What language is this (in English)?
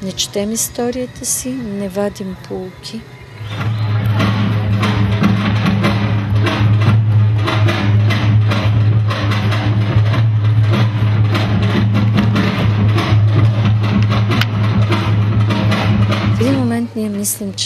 Bulgarian